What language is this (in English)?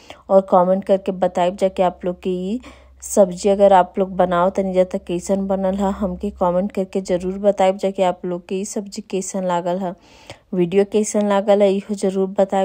Bhojpuri